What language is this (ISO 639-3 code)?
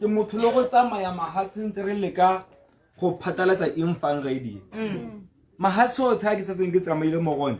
tsn